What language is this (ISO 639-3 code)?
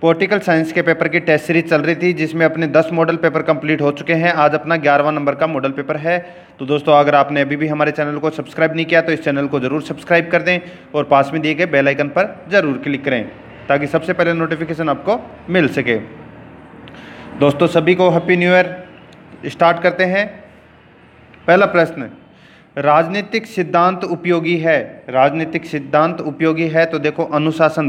hin